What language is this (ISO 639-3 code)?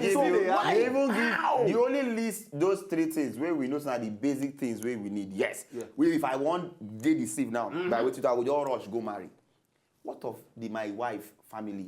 pcm